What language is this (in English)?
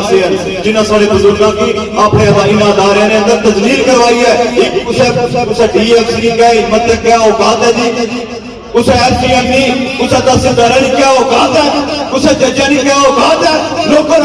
Pahari-Potwari